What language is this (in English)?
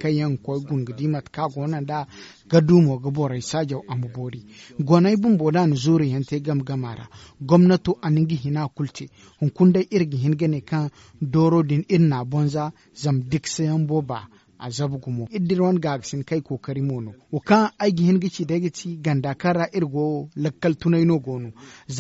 Zarma